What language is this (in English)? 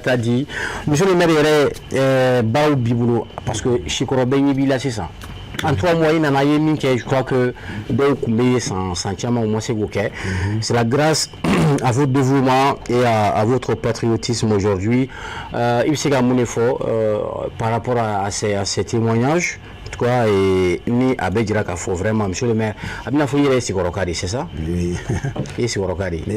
Bambara